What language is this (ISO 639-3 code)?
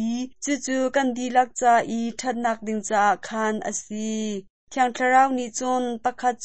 cnh